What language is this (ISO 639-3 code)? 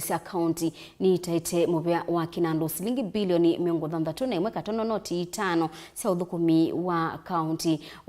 kam